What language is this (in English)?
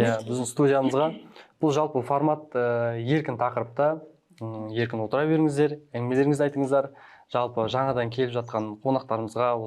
Kazakh